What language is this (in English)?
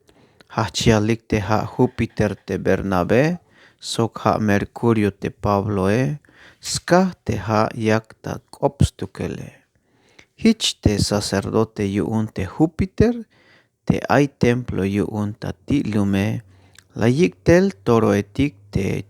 Tzeltal